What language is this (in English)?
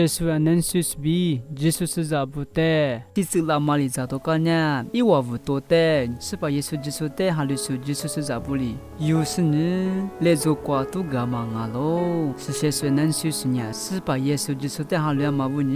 Lisu